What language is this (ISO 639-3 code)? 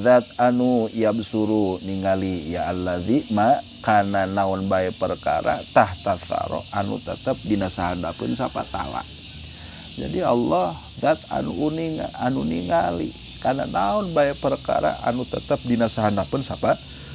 sun